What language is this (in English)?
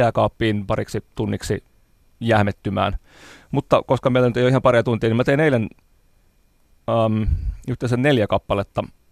Finnish